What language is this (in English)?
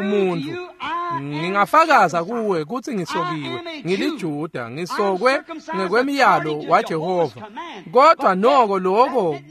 Swati